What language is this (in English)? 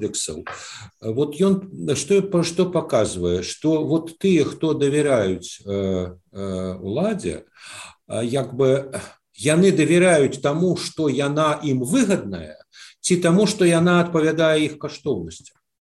Belarusian